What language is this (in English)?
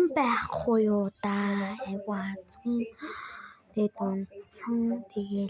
Mongolian